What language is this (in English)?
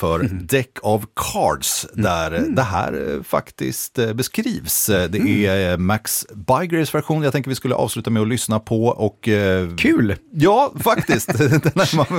Swedish